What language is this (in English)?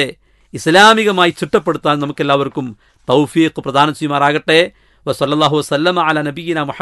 Malayalam